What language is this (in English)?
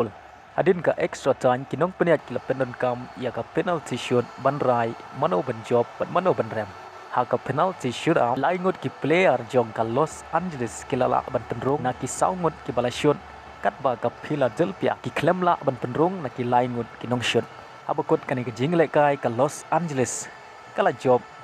Khasi